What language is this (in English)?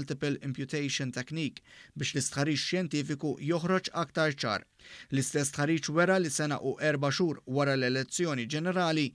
Maltese